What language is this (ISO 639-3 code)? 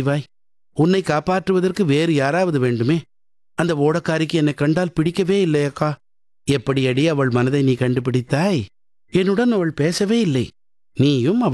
tam